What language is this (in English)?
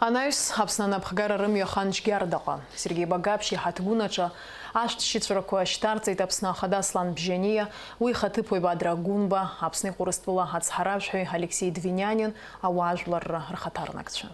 Abkhazian